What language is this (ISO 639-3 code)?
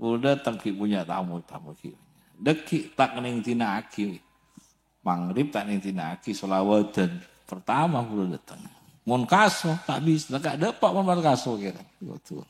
mad